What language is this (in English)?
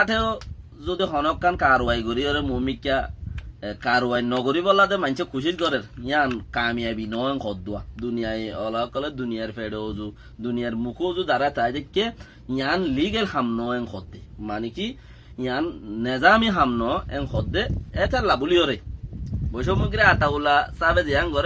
Rohingya